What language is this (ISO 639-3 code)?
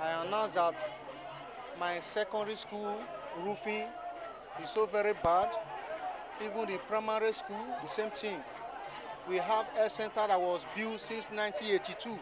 pcm